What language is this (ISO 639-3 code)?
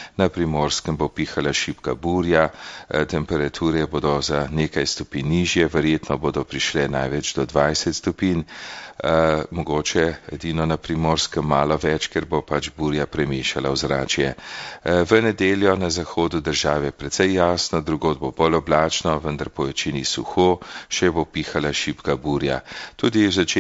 slv